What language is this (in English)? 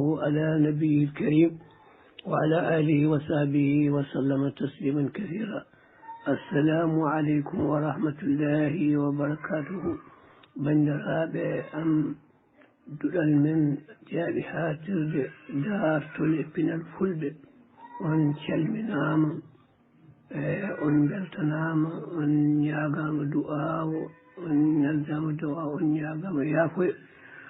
Fula